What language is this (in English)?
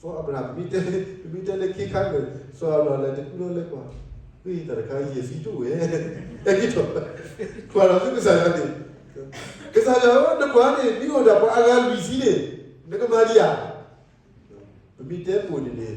S'gaw Karen